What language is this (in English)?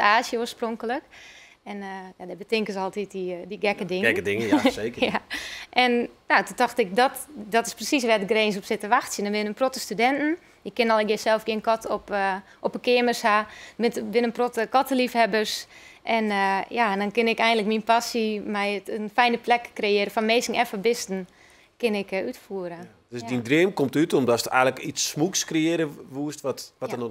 Western Frisian